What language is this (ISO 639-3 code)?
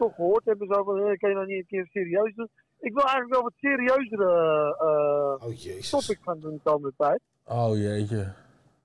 nld